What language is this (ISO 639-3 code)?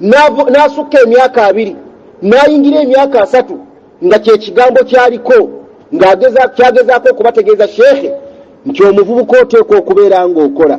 lug